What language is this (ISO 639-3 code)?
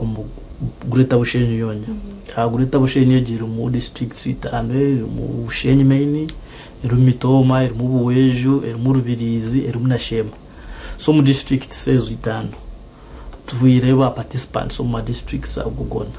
nyn